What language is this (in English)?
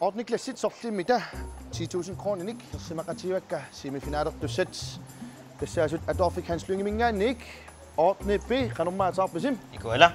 Kalaallisut